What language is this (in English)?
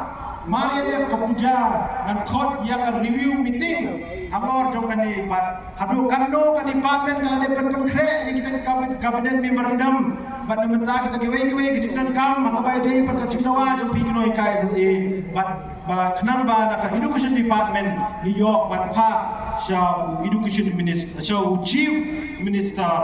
Khasi